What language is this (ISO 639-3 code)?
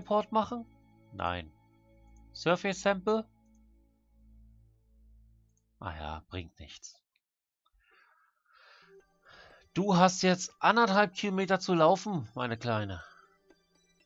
deu